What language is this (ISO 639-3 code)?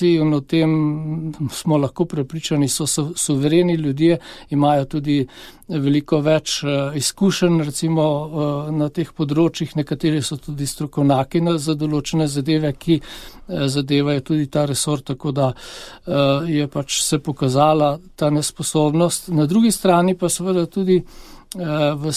slv